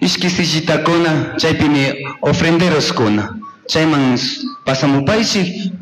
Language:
Chimborazo Highland Quichua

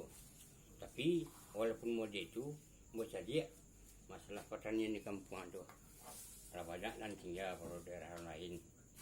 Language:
Minangkabau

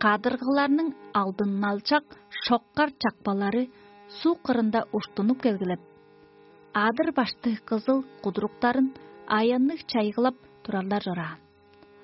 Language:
Tuvinian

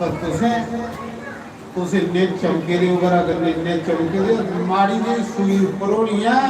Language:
Dogri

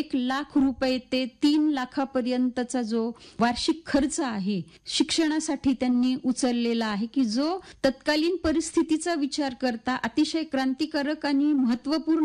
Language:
Marathi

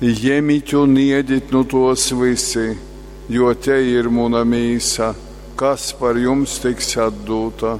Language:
Latgalian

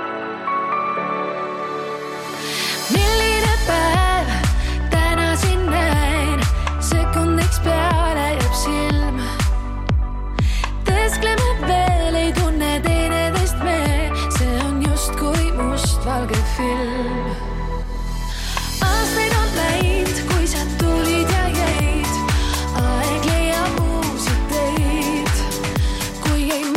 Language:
Estonian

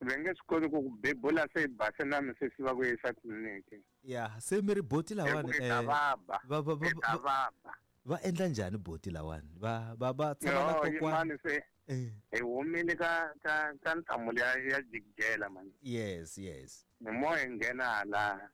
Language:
Tsonga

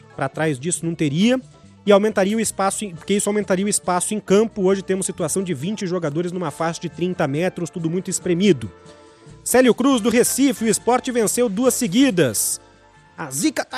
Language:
Portuguese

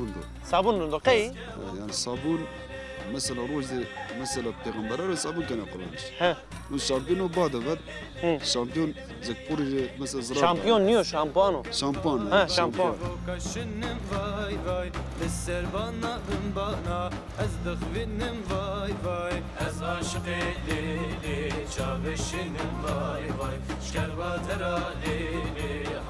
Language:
Zaza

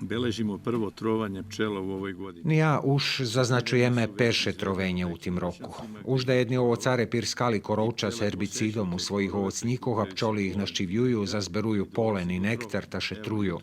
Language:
Rusyn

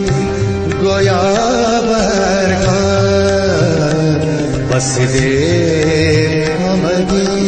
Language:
Persian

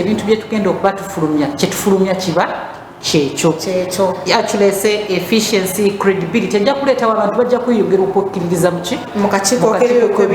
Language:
Ganda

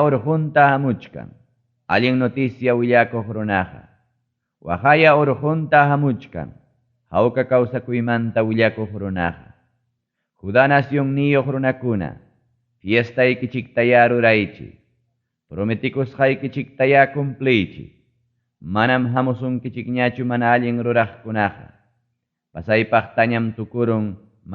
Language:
Ayacucho Quechua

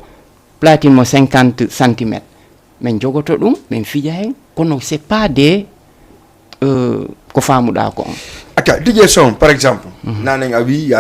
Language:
Fula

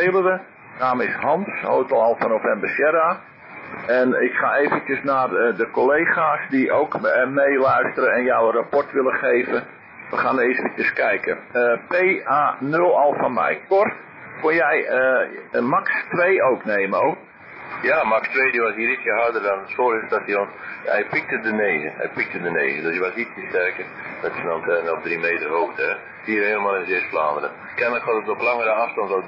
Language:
Dutch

